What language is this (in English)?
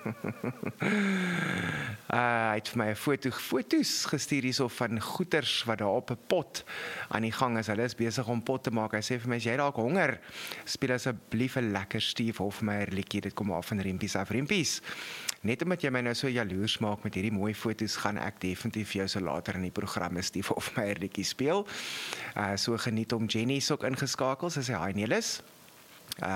Afrikaans